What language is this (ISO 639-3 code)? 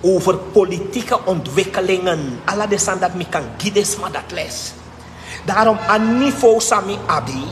srn